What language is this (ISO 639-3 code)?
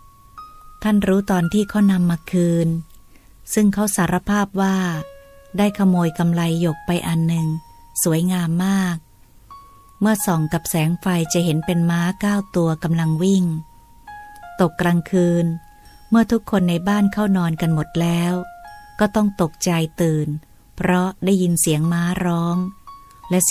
tha